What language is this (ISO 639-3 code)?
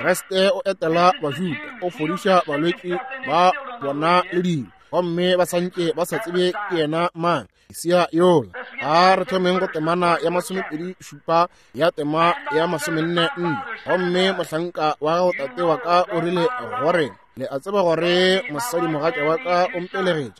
nso